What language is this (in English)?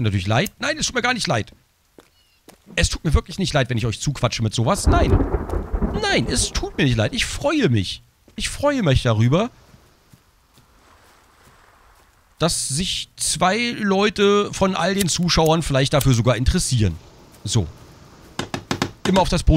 German